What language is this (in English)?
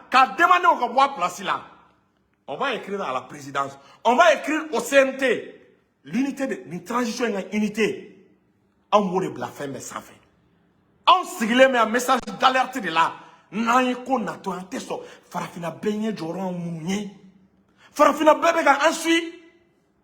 Bambara